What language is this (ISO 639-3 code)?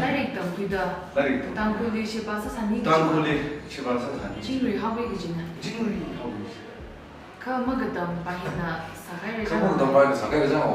nmf